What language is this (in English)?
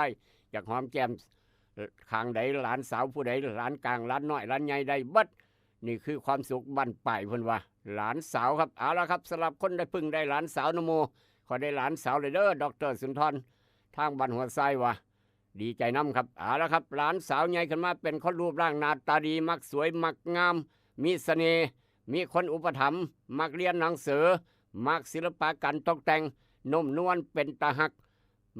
Northeastern Thai